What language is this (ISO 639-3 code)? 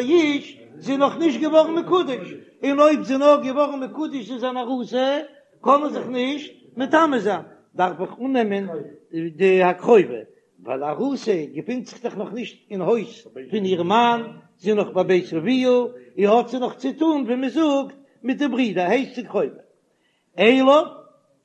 yid